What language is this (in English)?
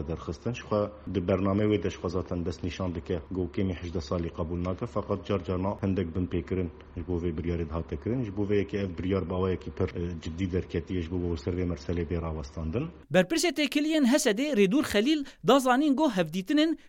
Kurdish